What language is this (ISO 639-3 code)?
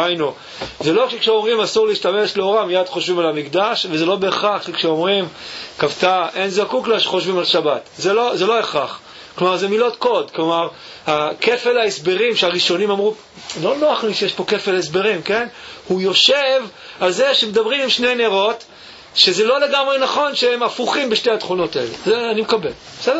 heb